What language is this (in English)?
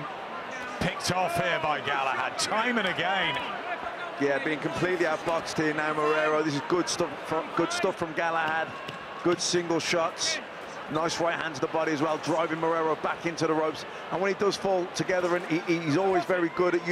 English